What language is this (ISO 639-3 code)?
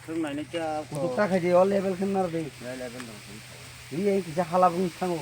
trp